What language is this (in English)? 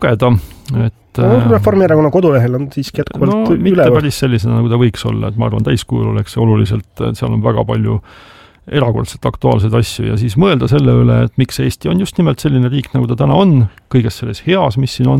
Estonian